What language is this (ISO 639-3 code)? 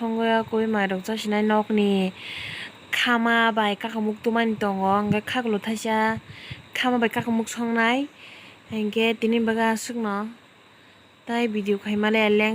trp